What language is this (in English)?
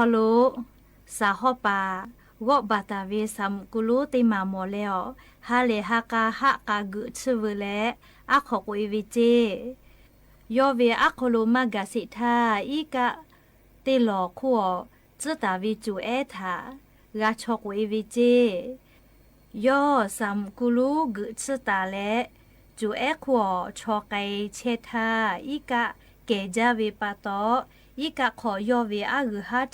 Lahu